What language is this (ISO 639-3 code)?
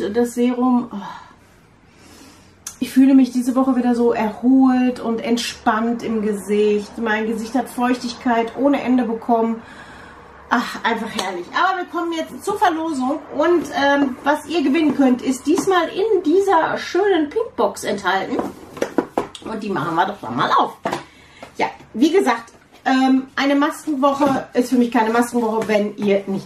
deu